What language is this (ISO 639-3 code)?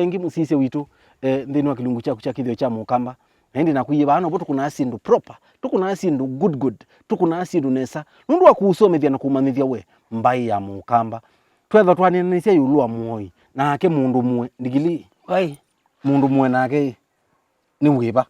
kam